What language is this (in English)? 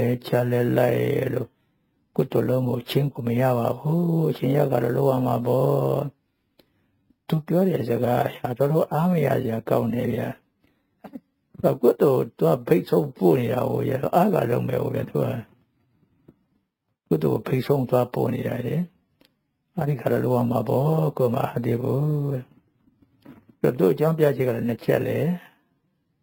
Burmese